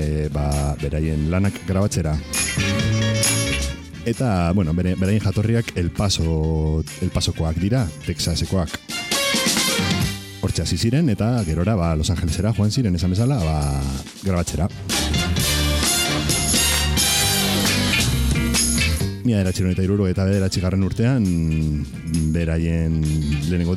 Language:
Basque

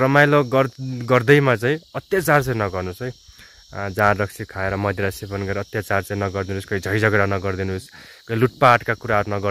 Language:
Nepali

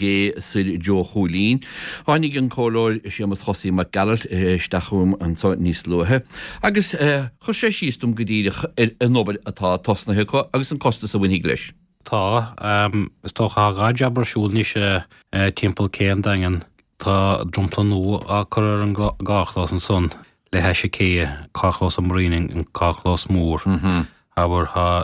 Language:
Irish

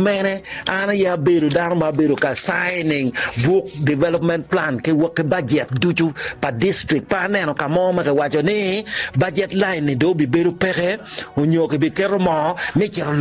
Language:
Acoli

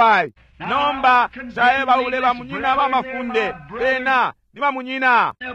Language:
Bemba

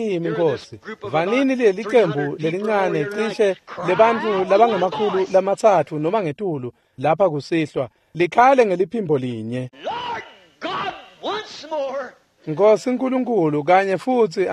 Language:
Swati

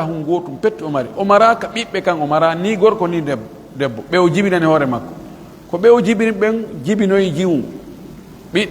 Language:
Pular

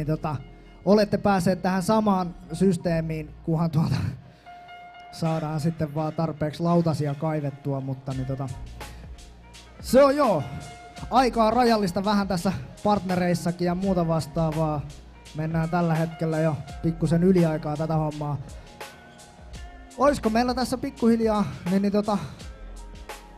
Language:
Finnish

